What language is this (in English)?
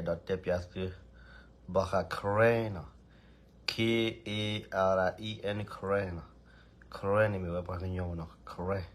S'gaw Karen